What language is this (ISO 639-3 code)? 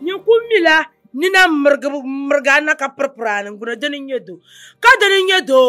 dag